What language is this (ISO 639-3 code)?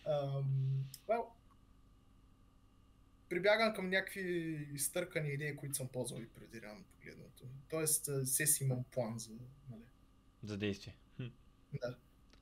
bul